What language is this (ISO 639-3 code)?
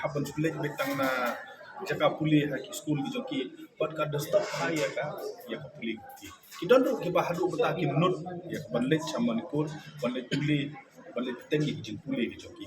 kha